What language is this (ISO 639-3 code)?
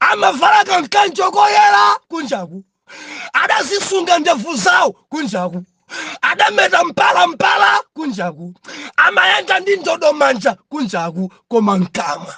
nya